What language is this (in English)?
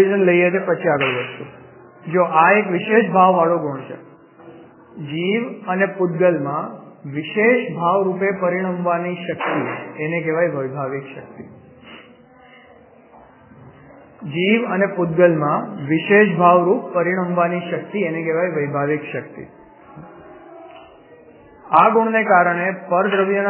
Gujarati